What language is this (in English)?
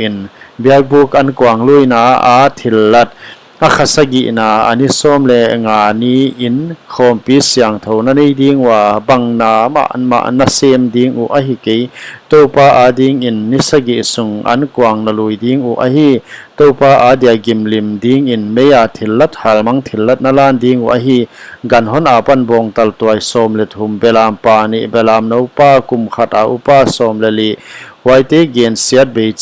Paite Chin